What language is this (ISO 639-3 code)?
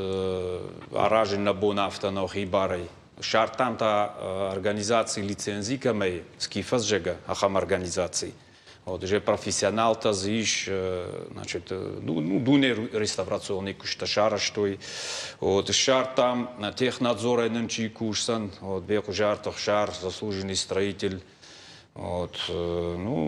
oss